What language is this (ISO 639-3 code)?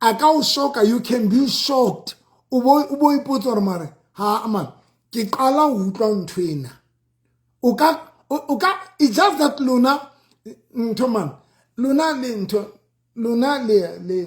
sot